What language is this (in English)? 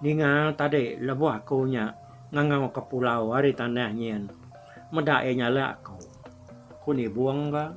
Iban